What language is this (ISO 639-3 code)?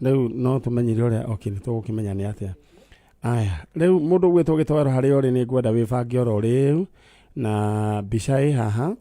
kik